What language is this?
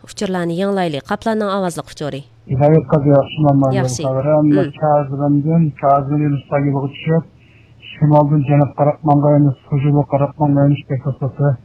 Uyghur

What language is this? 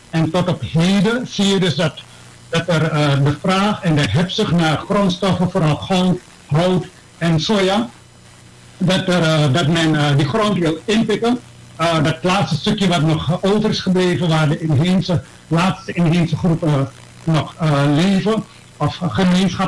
Dutch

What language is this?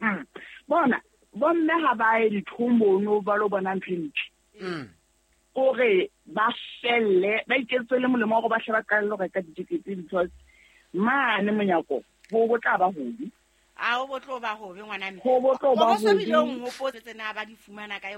Southern Sotho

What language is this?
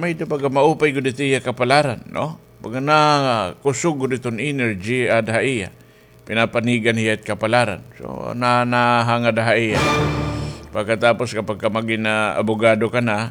Waray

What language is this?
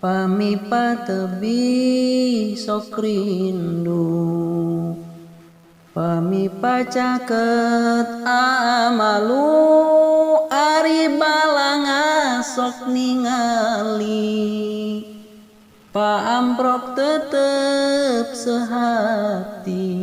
Sundanese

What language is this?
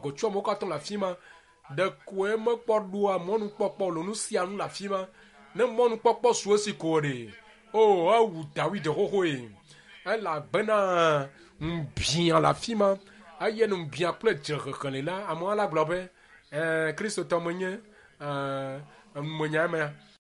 Ewe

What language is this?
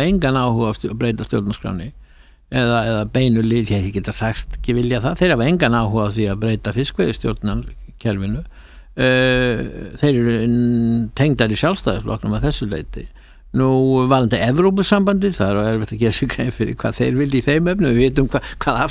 Icelandic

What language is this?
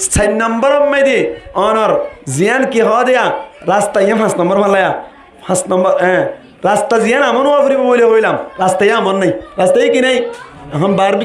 Rohingya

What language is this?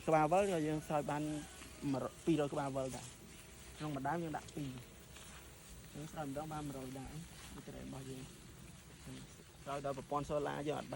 Khmer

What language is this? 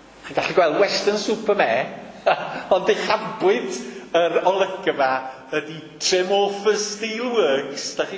Welsh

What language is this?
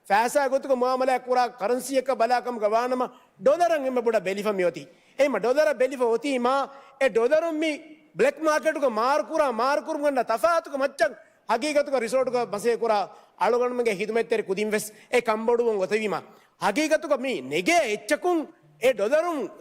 Divehi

